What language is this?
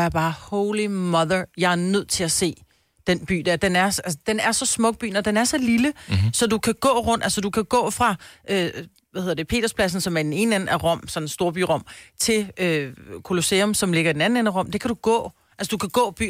Danish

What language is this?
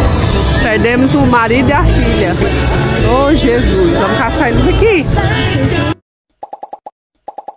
Portuguese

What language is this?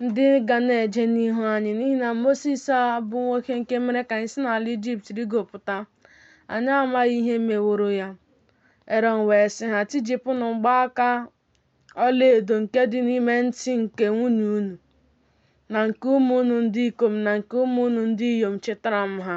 Igbo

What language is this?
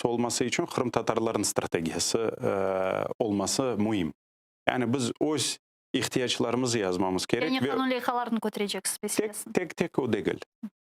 Crimean Tatar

